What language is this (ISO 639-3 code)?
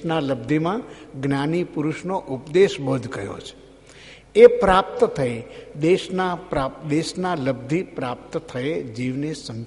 guj